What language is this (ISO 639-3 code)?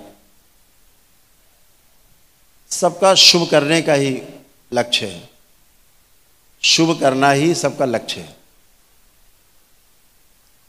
hin